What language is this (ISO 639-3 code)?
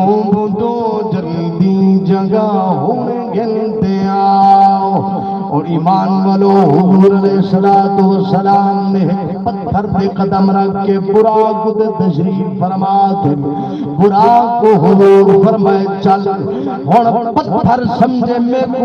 skr